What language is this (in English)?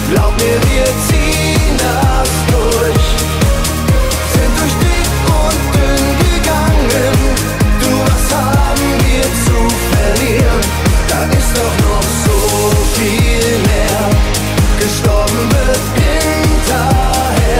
German